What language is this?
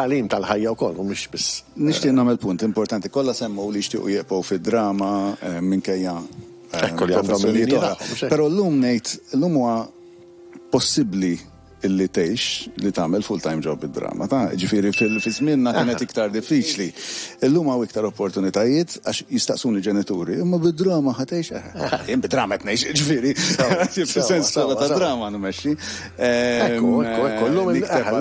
Maltese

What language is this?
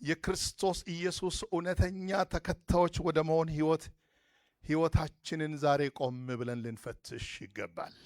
Amharic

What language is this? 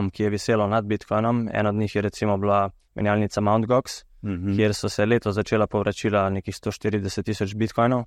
Slovenian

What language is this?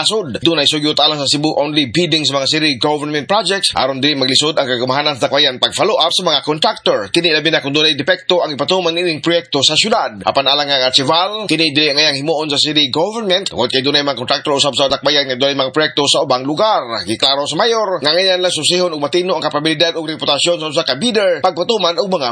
Cebuano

